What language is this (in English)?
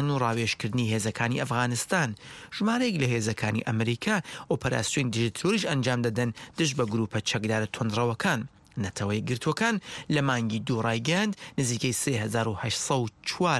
Central Kurdish